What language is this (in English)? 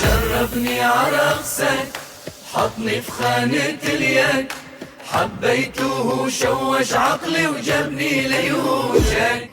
North Levantine Arabic